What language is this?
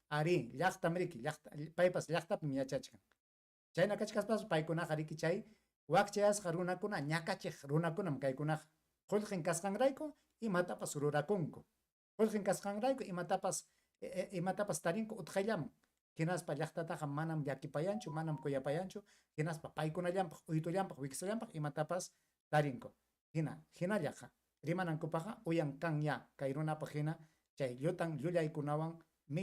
Ayacucho Quechua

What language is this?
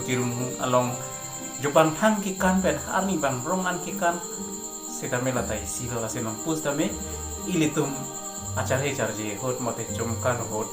Karbi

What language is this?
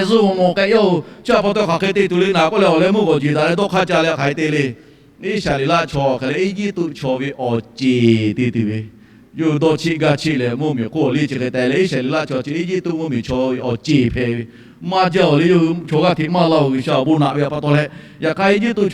Lahu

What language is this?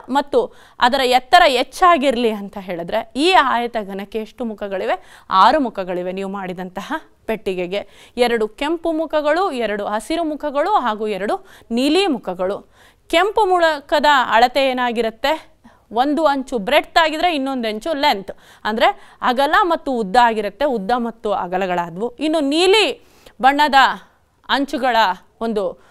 Kannada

